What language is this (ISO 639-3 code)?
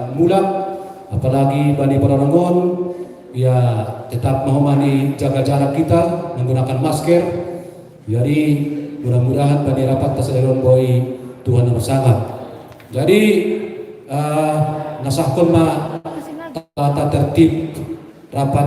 bts